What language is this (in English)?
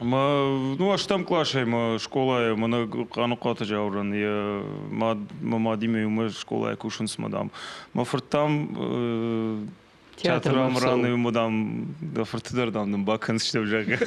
Ossetic